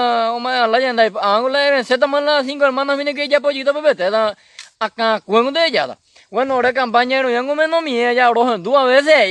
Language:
Guarani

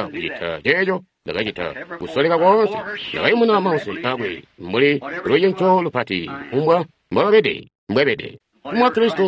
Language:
Tonga (Zambia)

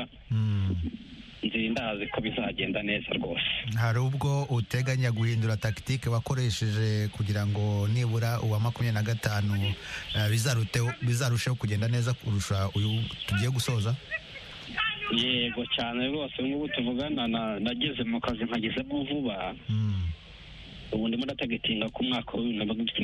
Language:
Kinyarwanda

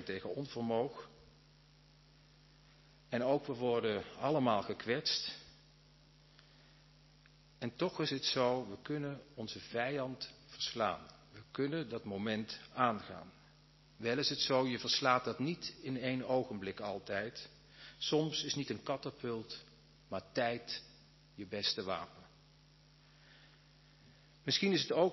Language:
Dutch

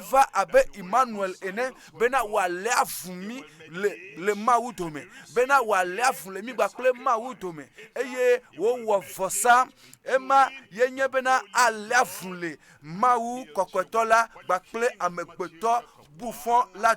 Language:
Ewe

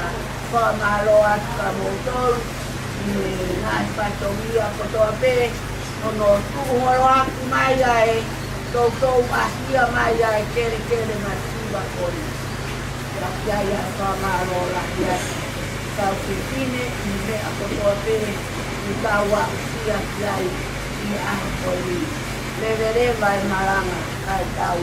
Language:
Tongan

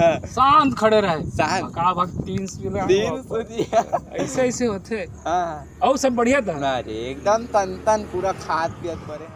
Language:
Chhattisgarhi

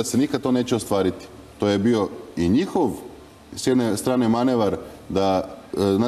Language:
Serbian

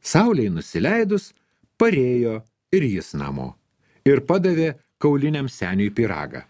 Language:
Lithuanian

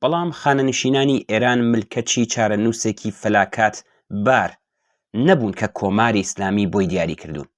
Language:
Central Kurdish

